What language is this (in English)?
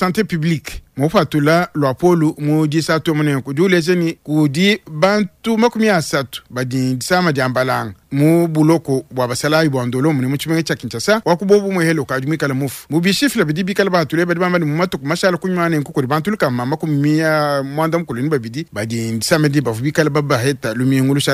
Luba-Lulua